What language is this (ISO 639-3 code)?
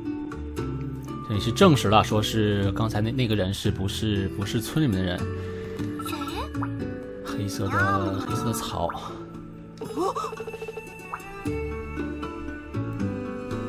zho